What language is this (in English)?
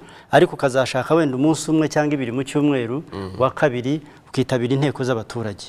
Kinyarwanda